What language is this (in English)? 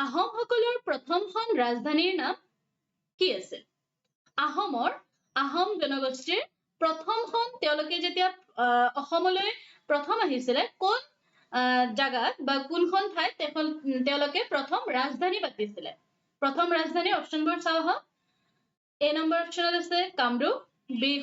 Assamese